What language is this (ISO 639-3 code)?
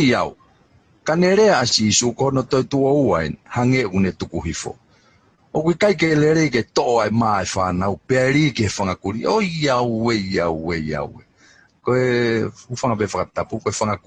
ton